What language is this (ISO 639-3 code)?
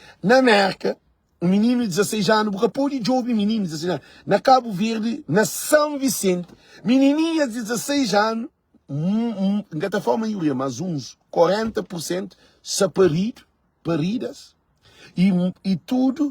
kea